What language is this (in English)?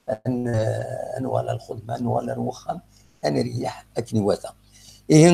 Kabyle